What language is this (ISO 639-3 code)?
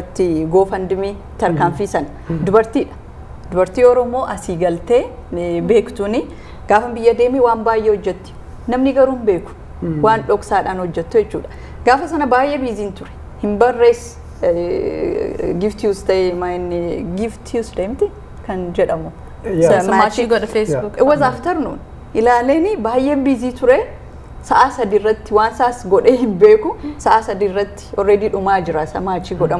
orm